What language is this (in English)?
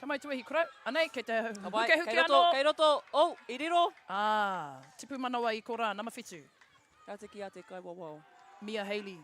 Māori